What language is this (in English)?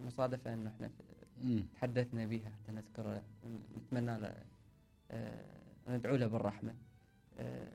Mesopotamian Arabic